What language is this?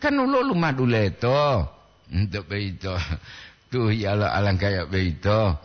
Gorontalo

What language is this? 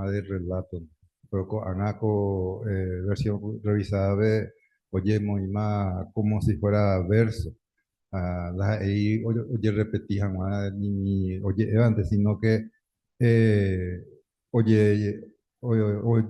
Guarani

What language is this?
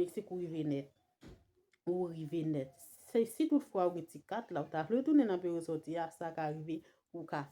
Haitian Creole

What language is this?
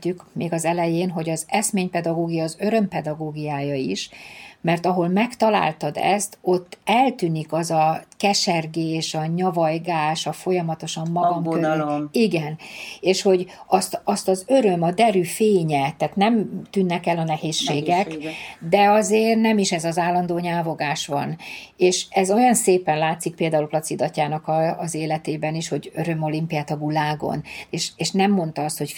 Hungarian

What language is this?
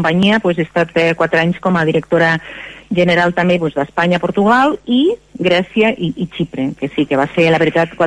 Catalan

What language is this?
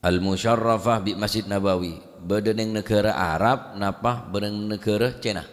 Madurese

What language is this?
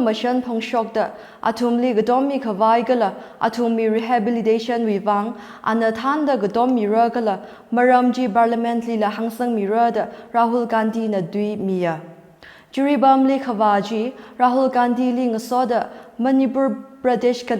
Tangkhul Naga (India)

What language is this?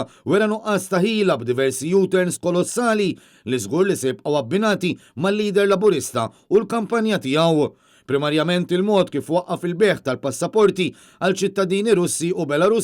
Maltese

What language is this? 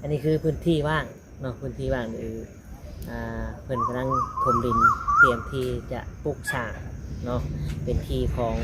Northeastern Thai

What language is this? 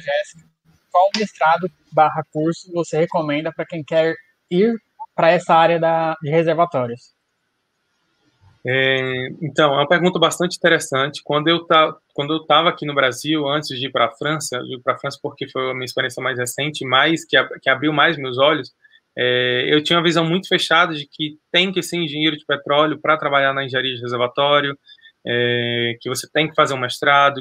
Portuguese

